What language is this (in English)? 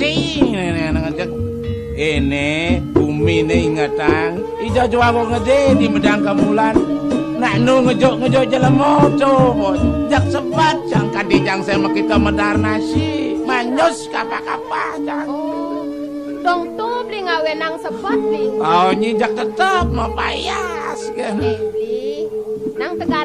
Balinese